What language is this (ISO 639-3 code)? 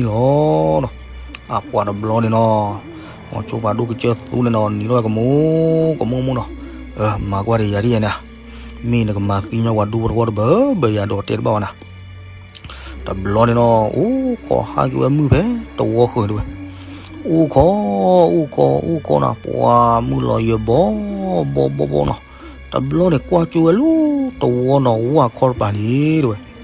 ksw